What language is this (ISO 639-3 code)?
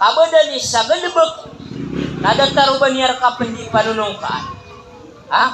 mrw